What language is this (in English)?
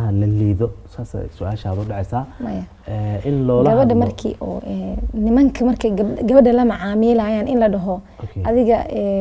Somali